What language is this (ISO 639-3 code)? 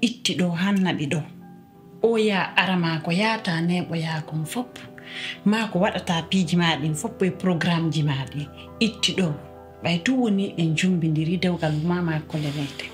fuf